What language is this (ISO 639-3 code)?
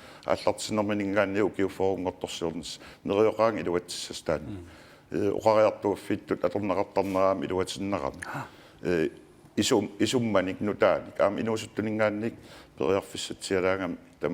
kal